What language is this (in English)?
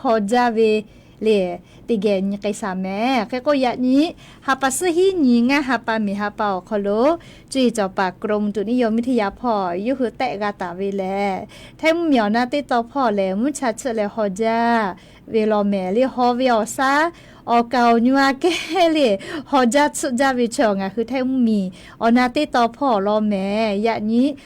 Lahu